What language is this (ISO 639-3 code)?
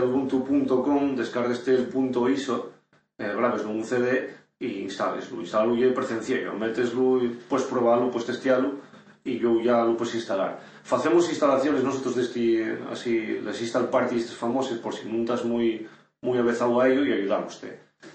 ast